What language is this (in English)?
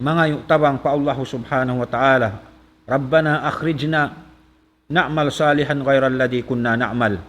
Tausug